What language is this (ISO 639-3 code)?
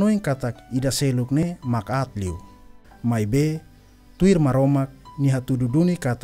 tet